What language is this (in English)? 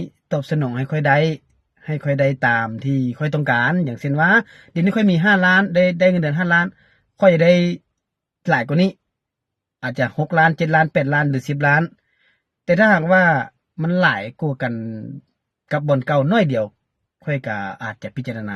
Lao